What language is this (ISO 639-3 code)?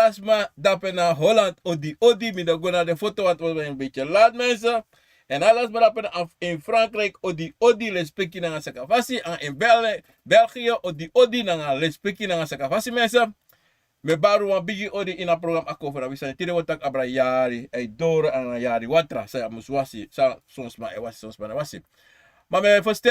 srn